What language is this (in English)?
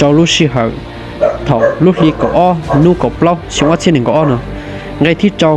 Hmong